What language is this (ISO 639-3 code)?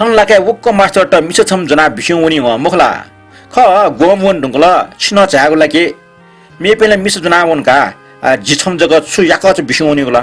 new